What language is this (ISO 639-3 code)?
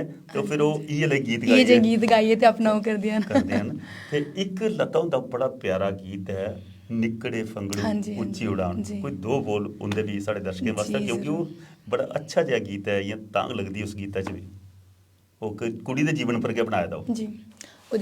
doi